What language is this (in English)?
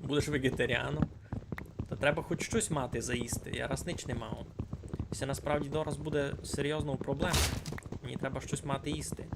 Rusyn